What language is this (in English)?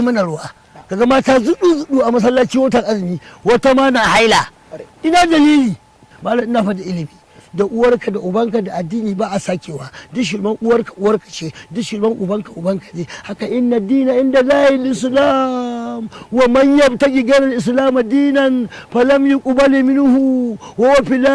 Hausa